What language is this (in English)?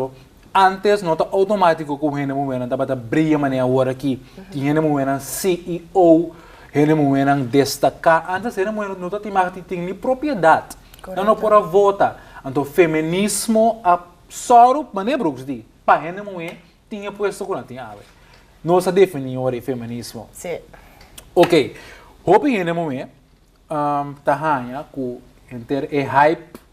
Papiamento